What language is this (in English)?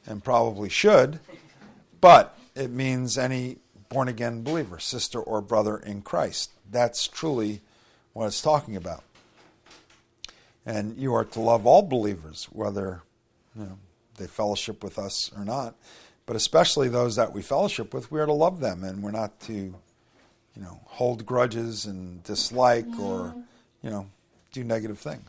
English